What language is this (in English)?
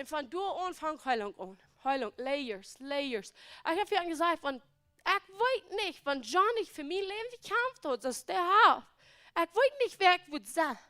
Plautdietsch